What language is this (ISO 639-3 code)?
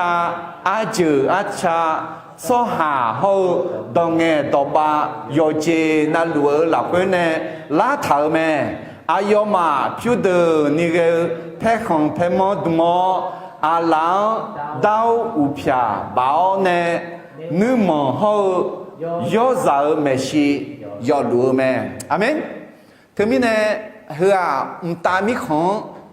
ahk